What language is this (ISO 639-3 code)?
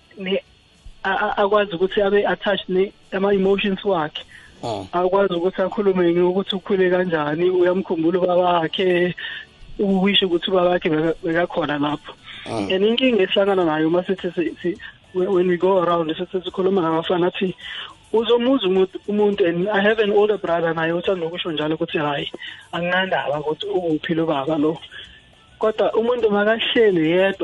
nbl